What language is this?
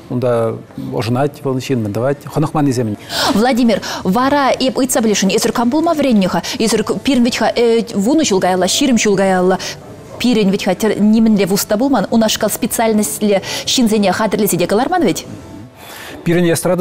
Chuvash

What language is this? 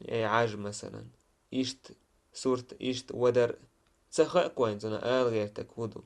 Chechen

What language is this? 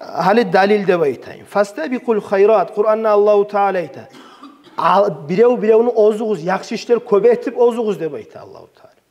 Kumyk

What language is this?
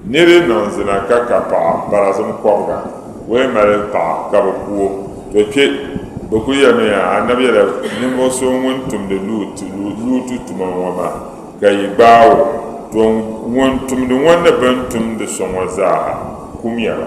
Dagbani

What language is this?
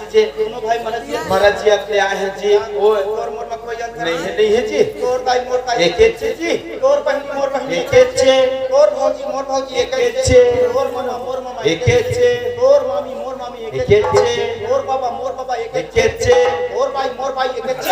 Chhattisgarhi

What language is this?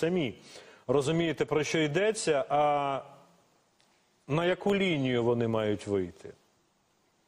Ukrainian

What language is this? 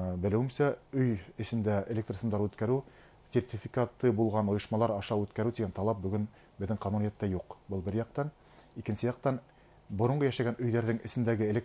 Bashkir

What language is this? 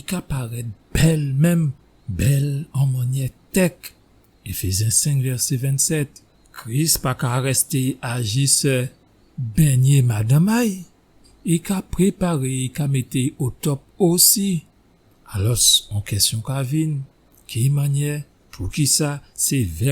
Guadeloupean Creole French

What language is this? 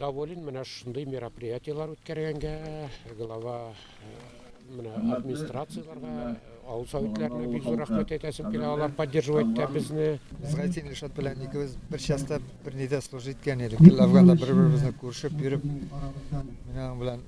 Tatar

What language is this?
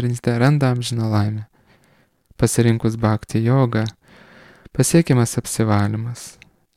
Lithuanian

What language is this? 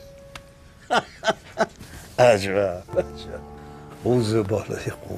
Persian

